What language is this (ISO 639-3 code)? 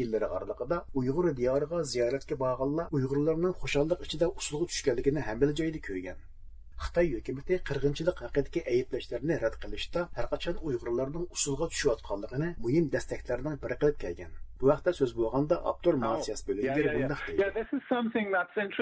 uig